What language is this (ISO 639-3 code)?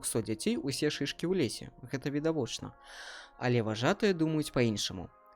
bel